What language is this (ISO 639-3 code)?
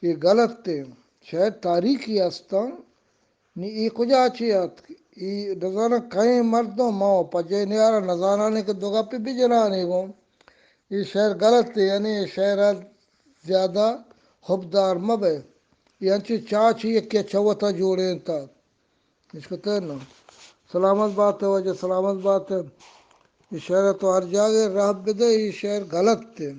bal